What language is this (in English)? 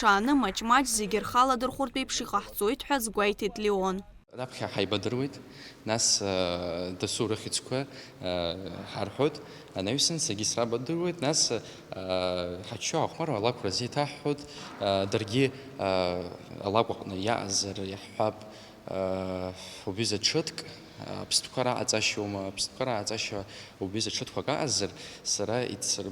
Abkhazian